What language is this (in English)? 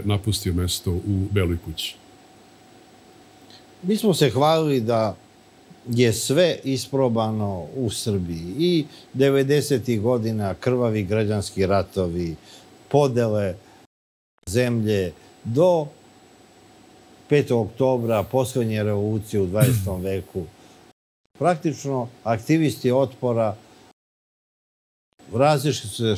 Serbian